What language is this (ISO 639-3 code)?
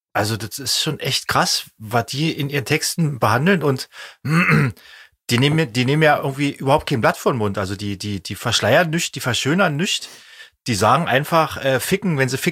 deu